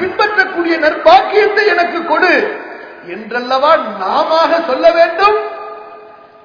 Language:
Tamil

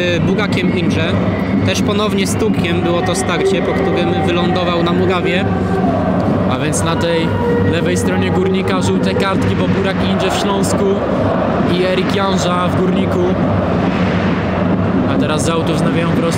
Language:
Polish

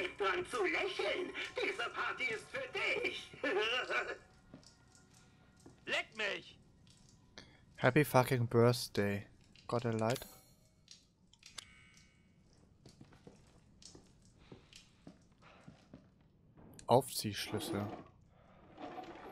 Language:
German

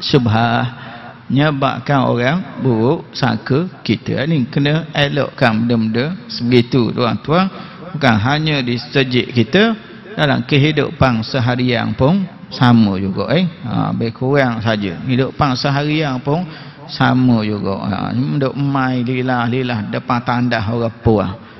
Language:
Malay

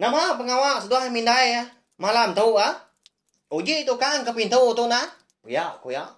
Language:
Iban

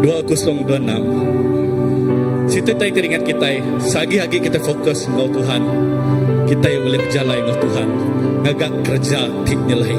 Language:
Iban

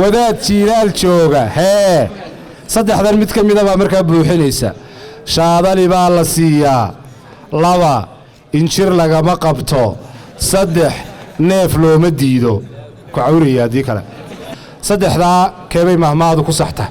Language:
Somali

